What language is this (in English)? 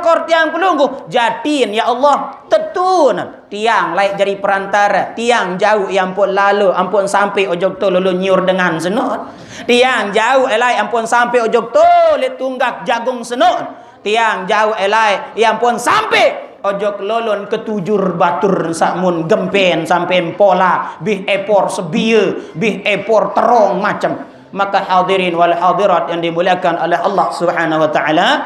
Sasak